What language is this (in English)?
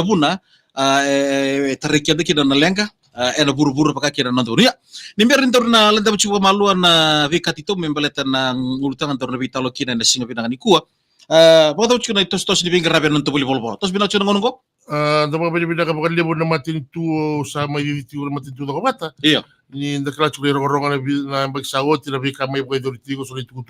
Fijian